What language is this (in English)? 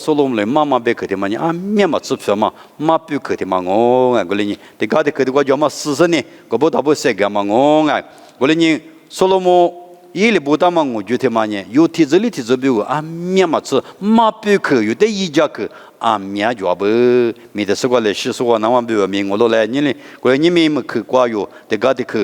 Lisu